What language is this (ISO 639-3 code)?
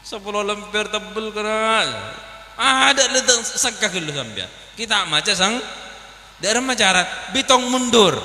mad